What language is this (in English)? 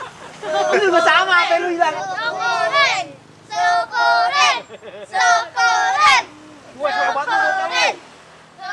Betawi